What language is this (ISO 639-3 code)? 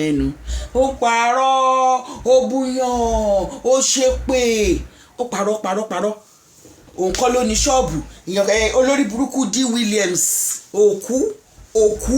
yor